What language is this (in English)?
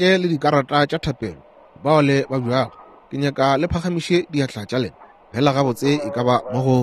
Northern Sotho